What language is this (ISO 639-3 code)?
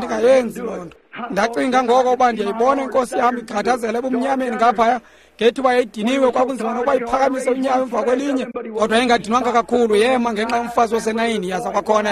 xho